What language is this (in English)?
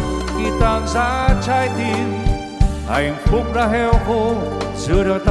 Vietnamese